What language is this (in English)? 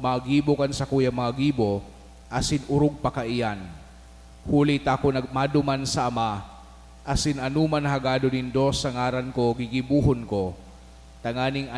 Bikol